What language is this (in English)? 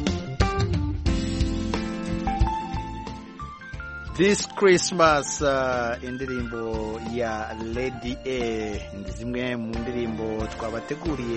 Kinyarwanda